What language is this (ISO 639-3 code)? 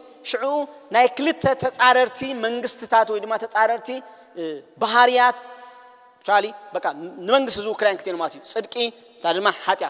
tir